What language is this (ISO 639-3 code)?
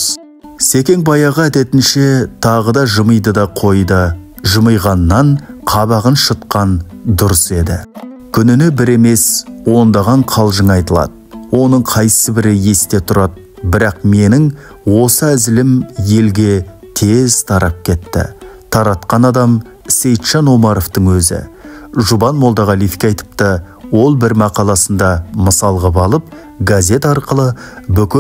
kaz